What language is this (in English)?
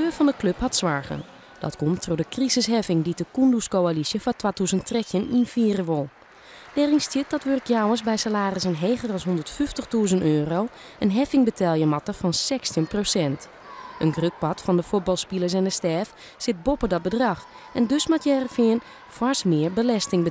Western Frisian